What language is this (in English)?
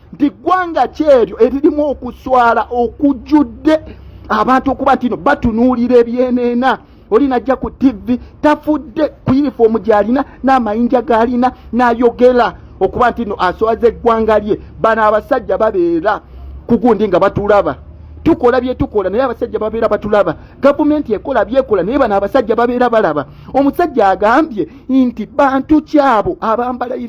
Ganda